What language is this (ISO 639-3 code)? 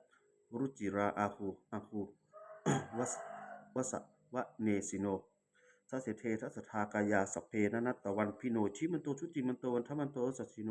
pli